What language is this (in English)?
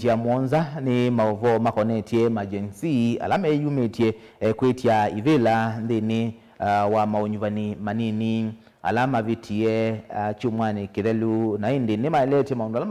Kamba